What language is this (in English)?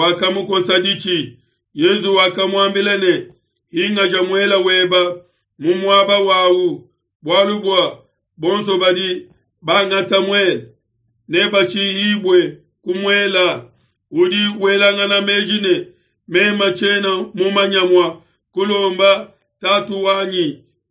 Luba-Lulua